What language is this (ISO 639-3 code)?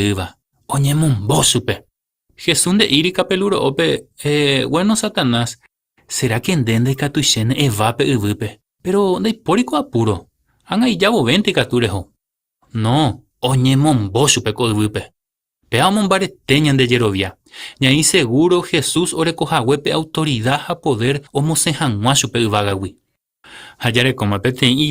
grn